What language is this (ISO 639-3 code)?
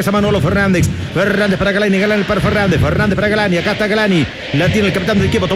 spa